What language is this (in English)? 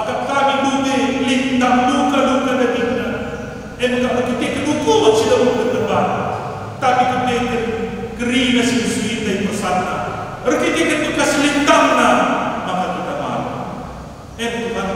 Batak Karo